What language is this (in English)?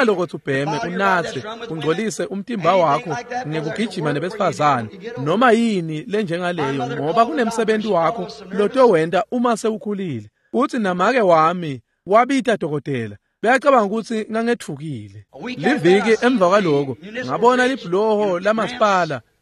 Swati